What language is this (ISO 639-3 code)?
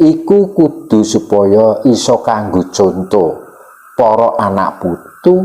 jav